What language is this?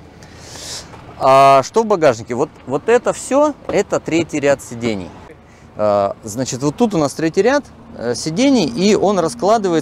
Russian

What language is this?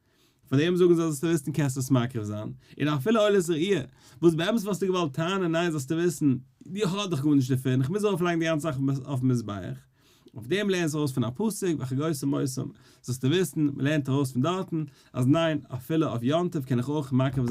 Yiddish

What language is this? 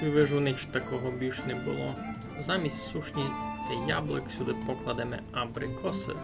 Rusyn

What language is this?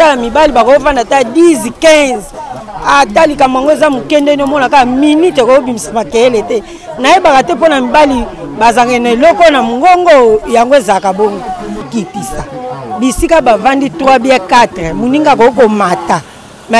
Lingala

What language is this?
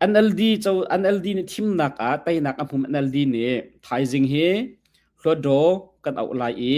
Hakha Chin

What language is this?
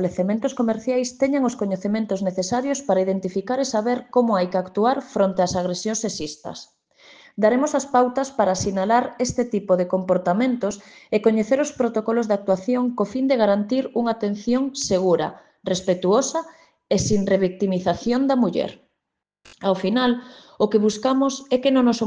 Galician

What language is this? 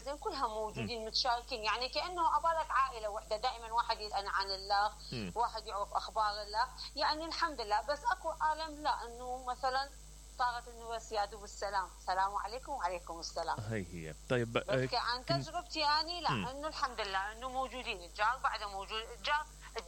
Mesopotamian Arabic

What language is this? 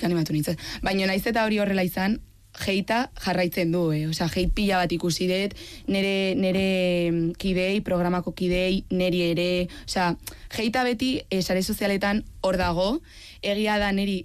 Basque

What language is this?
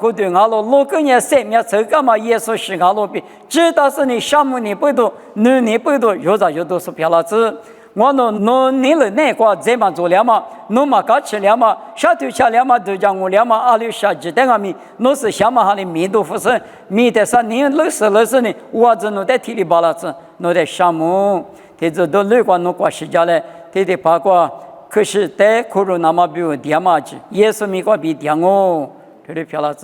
Lisu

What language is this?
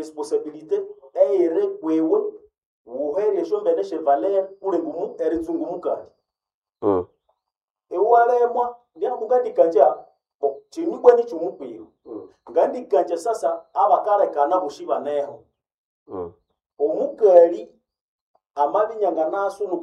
Nande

